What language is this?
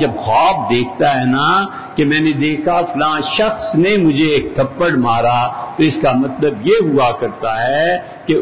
Urdu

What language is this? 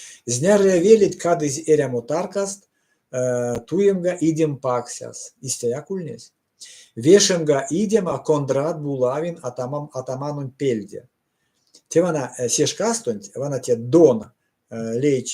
Erzya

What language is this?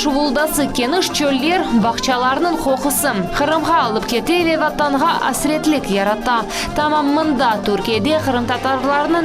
Crimean Tatar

